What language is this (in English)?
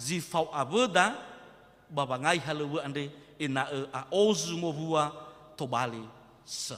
Nias